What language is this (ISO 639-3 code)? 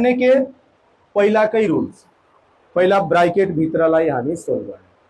nep